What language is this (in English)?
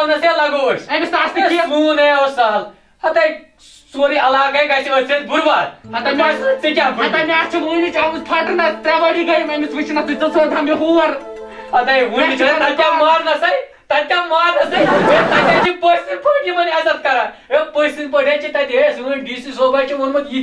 Kashmiri